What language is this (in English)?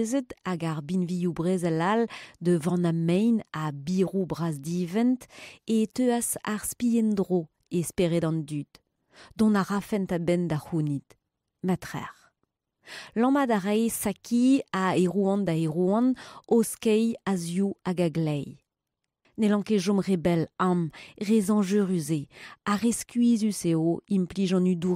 Breton